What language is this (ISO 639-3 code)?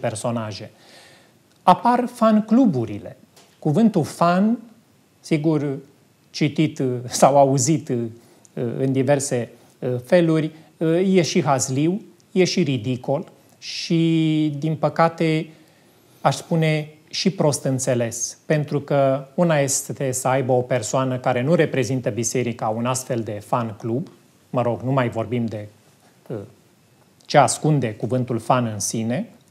ron